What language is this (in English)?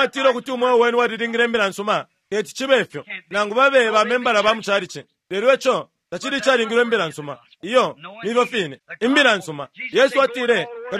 Bemba